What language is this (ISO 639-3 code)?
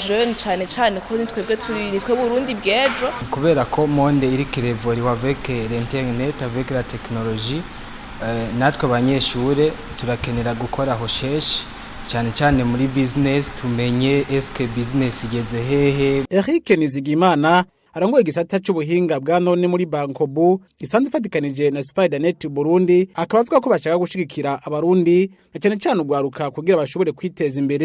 run